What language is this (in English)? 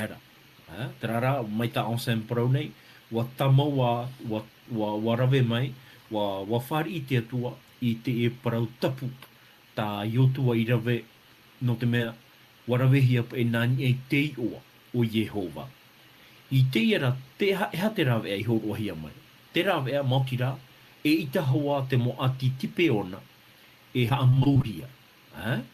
Tahitian